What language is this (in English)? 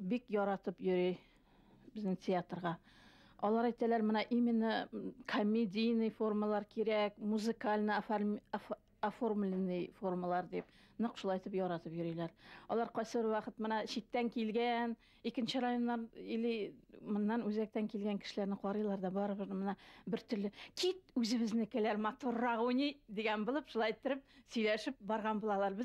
Bashkir